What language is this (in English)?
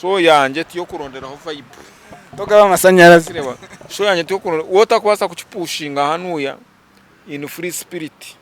Nyankole